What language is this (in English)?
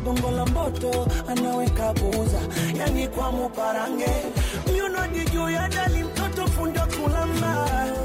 Swahili